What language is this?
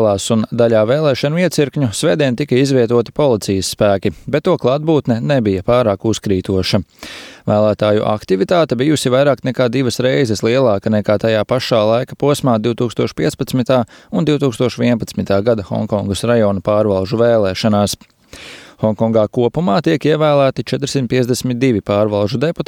Latvian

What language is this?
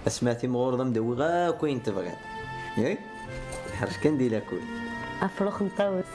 Kabyle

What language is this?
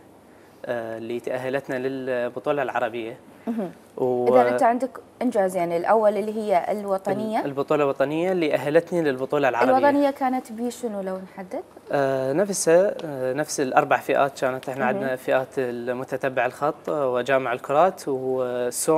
Mesopotamian Arabic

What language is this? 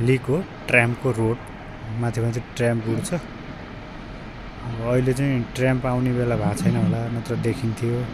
Nepali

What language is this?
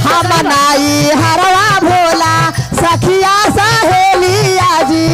Magahi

